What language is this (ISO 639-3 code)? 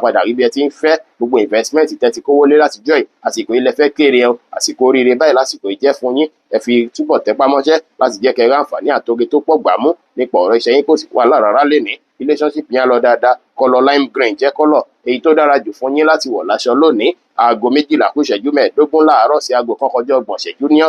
yor